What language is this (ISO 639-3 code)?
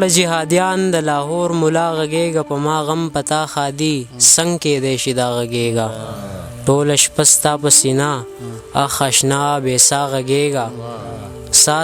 pus